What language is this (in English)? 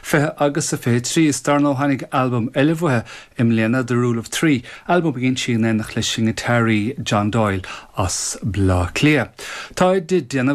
Irish